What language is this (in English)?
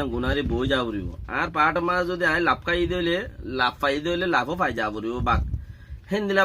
Rohingya